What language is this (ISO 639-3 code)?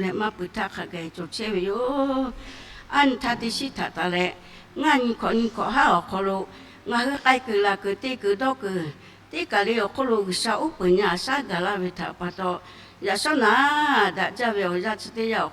lhu